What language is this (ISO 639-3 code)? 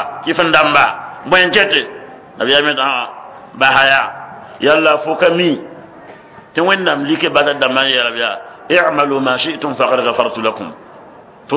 mos